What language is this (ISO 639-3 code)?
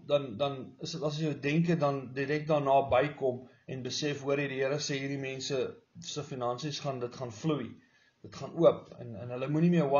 afr